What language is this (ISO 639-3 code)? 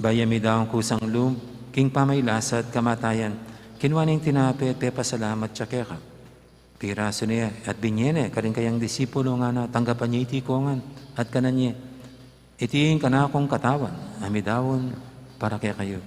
pam